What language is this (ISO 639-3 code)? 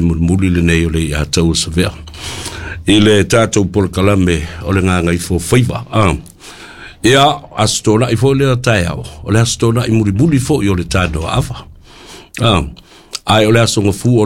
smo